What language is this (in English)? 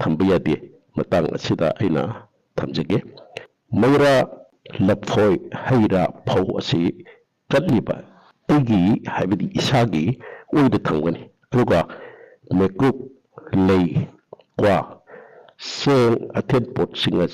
Manipuri